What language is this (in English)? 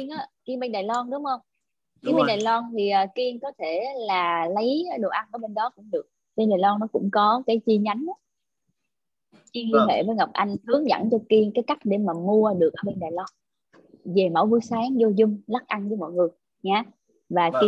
Vietnamese